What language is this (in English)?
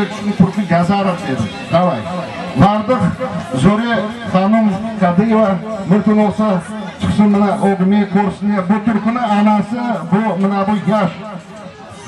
Crimean Tatar